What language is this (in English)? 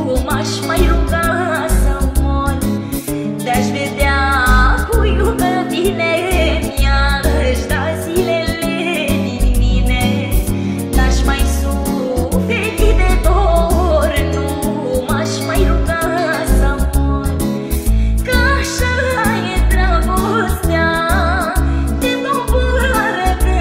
Romanian